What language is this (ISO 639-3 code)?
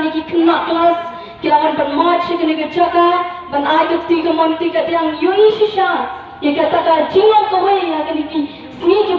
kha